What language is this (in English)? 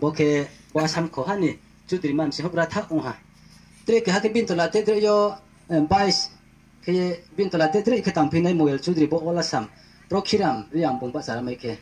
Riang (India)